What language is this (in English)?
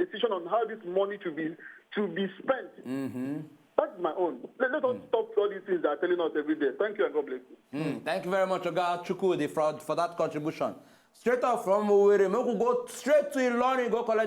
Nigerian Pidgin